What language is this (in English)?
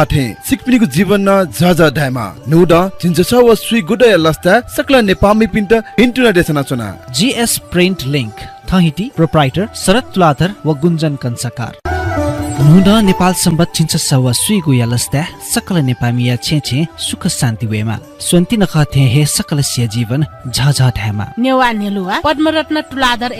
Newari